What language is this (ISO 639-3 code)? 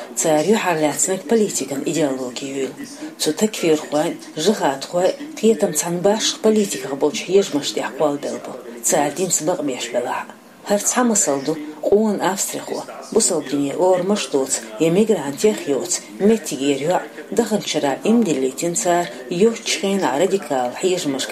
che